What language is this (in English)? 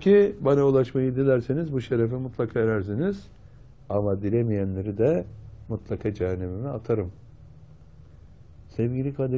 Turkish